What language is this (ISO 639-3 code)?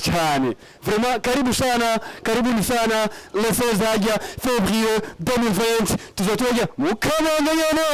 run